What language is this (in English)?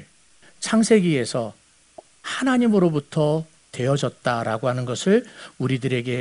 Korean